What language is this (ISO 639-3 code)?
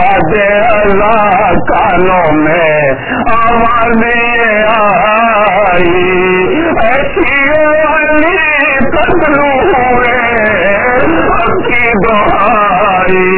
urd